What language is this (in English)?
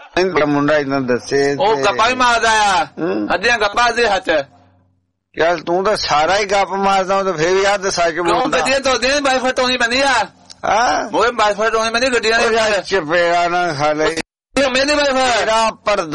Punjabi